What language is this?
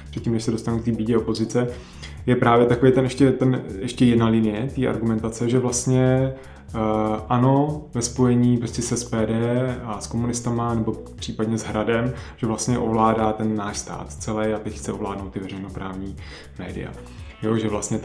Czech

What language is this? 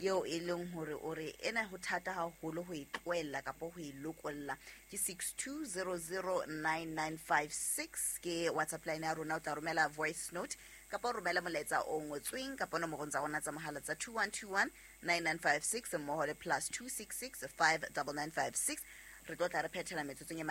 Southern Sotho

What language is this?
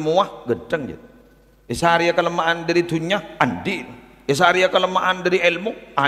Madurese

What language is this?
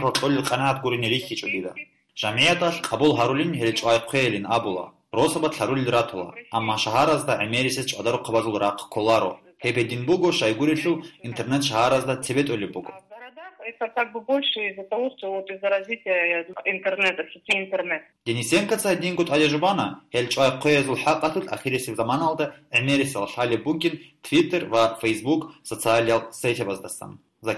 Avaric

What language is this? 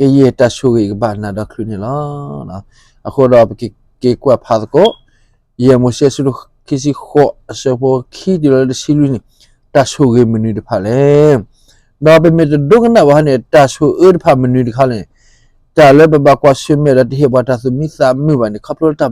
S'gaw Karen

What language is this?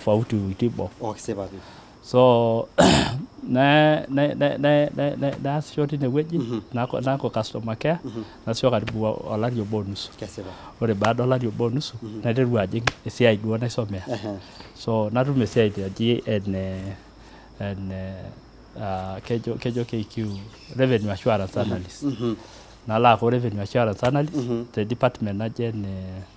Masai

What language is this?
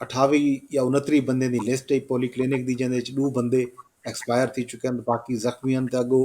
Saraiki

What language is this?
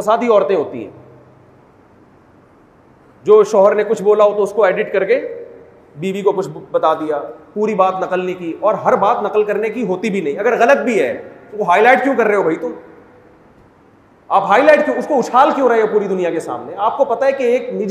Urdu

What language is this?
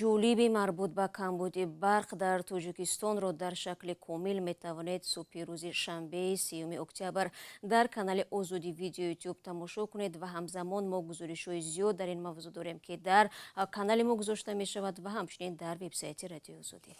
Tajik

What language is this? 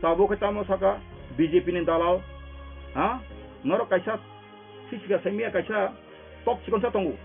Kok Borok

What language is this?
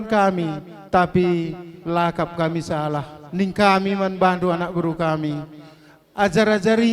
Batak Karo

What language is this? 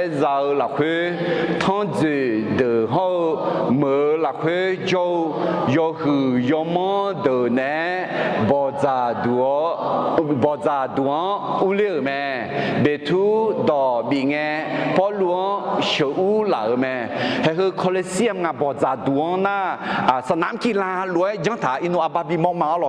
Akha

